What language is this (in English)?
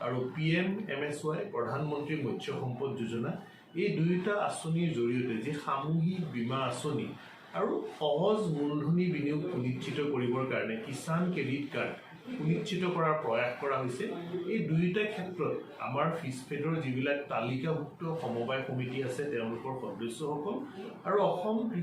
Assamese